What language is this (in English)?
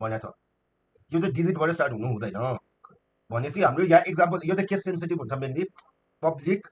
Nepali